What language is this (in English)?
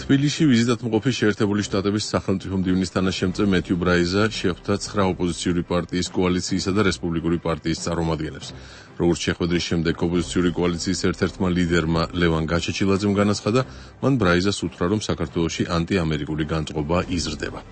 Georgian